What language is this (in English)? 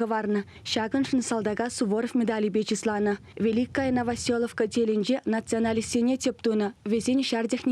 Chuvash